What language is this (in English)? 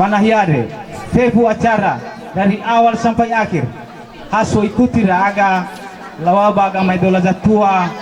Nias